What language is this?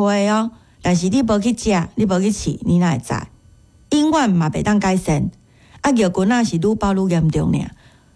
Min Nan Chinese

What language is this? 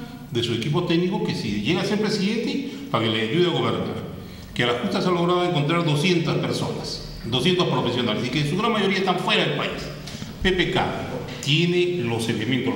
Spanish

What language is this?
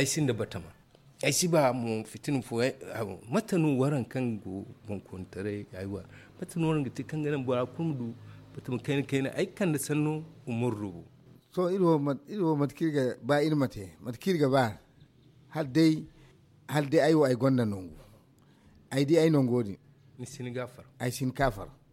Zarma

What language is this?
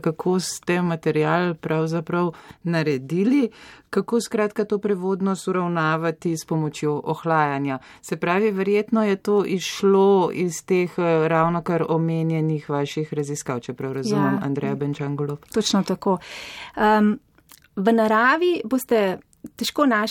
Slovenian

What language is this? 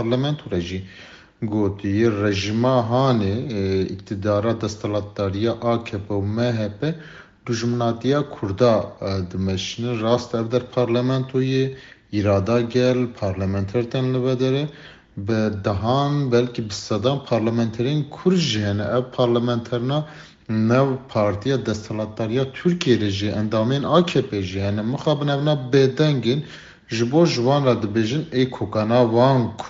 Kurdish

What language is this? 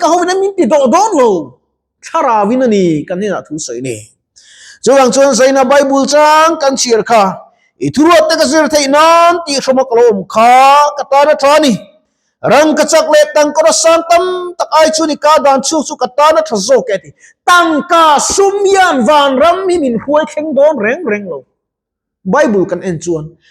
Mizo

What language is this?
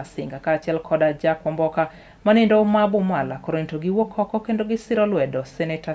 Luo (Kenya and Tanzania)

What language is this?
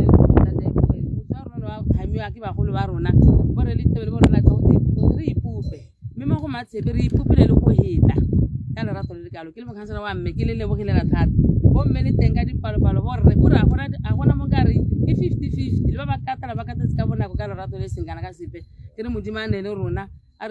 Tswana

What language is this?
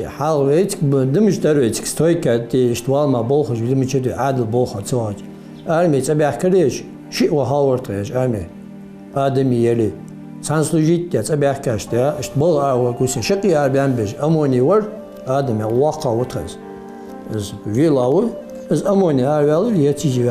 Ingush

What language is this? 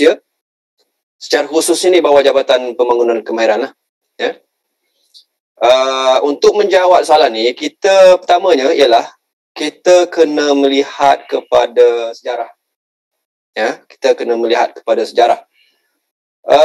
Malay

